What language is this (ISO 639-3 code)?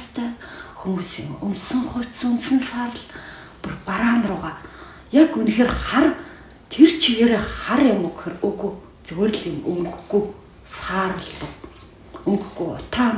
mon